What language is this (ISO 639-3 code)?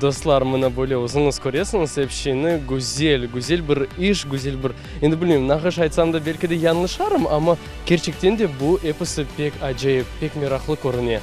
crh